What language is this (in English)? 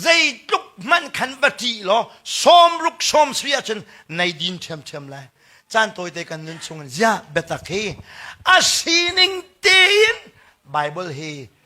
Hakha Chin